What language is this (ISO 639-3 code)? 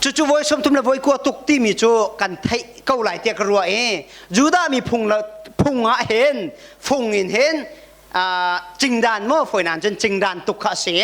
cnh